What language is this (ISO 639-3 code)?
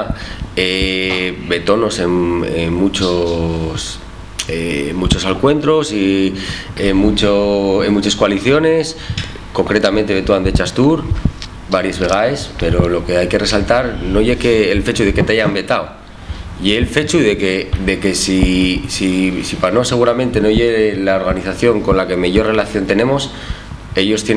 ast